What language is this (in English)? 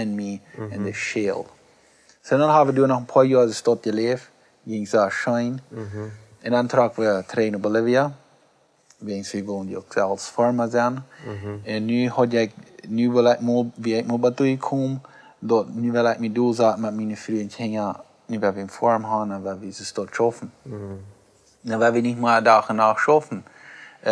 Plautdietsch